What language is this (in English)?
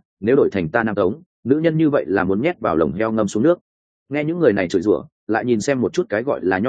Vietnamese